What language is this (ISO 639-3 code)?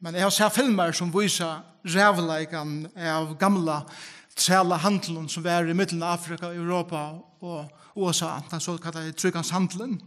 fao